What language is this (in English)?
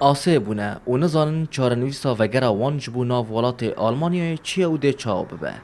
Kurdish